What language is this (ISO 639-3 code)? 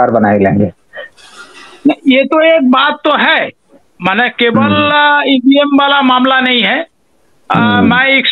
hin